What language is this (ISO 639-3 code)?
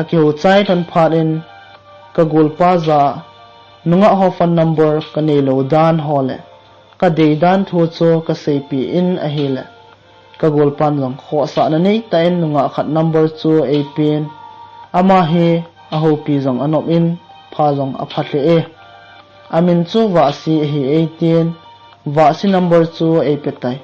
tcz